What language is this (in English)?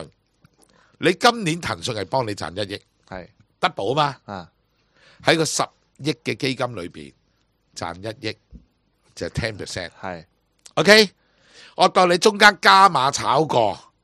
Cantonese